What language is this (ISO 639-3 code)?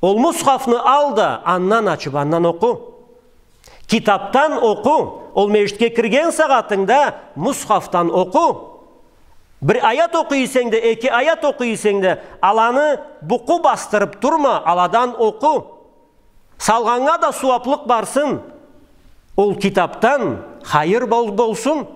krc